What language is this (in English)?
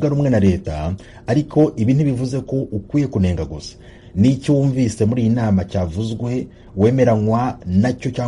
Kinyarwanda